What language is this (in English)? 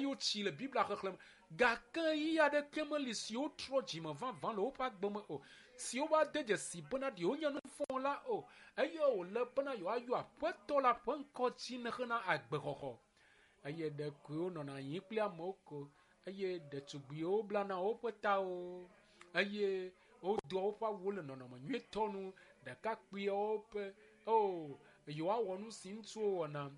Ewe